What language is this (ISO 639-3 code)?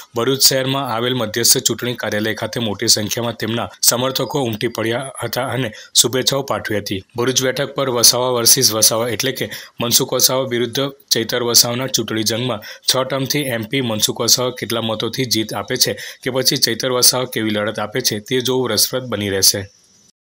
guj